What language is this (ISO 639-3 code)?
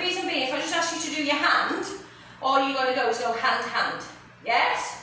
eng